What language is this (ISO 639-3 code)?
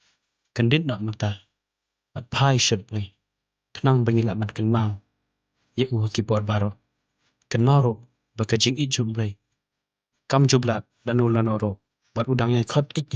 kha